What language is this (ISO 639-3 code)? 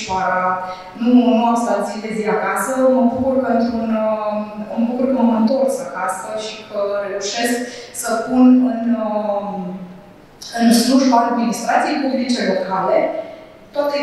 ron